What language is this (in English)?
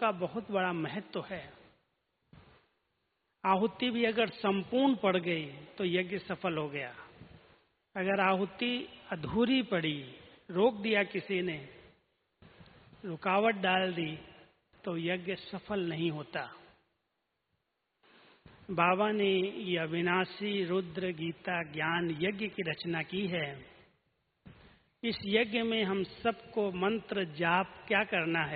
Hindi